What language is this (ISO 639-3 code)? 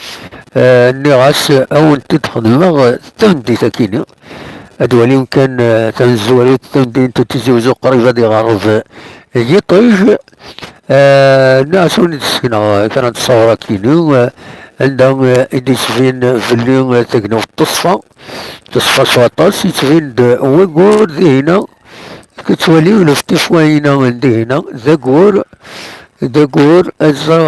kab